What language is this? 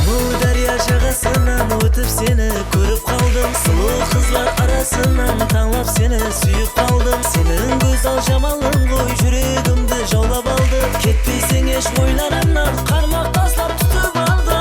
Kara-Kalpak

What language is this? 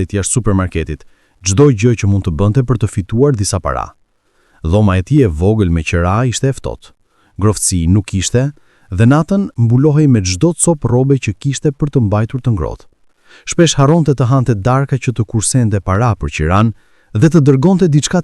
Albanian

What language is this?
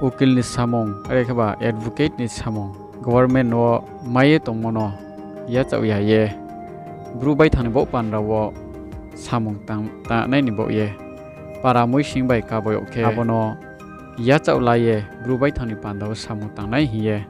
Riang (India)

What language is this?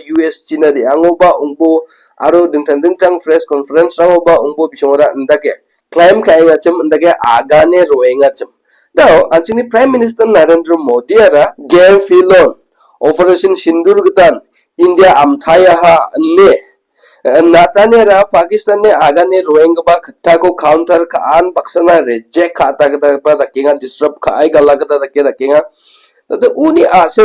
Garo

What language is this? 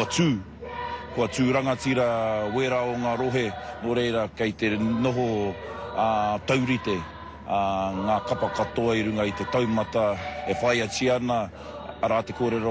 Māori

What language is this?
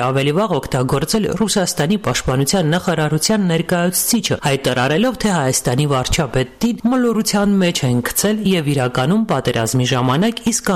Armenian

